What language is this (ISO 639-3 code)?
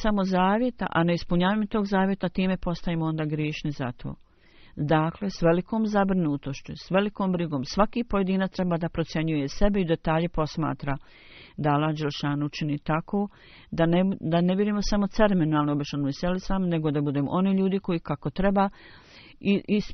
bos